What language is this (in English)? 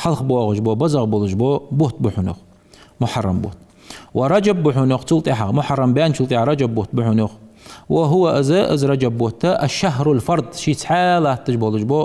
Ingush